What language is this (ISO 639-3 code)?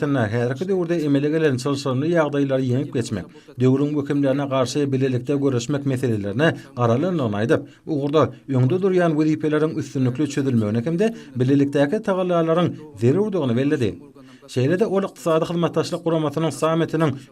tuk